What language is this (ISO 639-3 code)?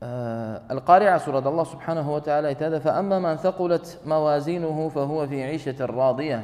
krc